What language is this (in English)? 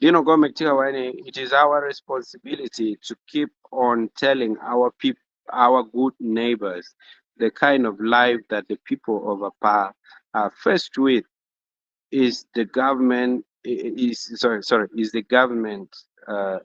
Acoli